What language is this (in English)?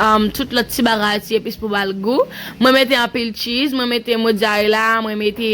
Haitian Creole